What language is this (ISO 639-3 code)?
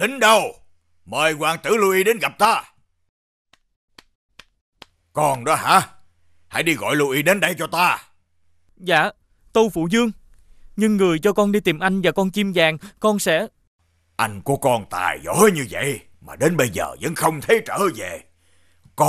vie